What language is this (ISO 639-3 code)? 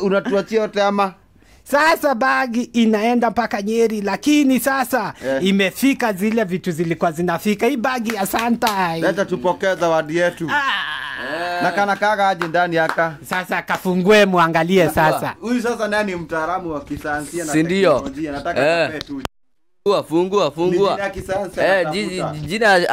swa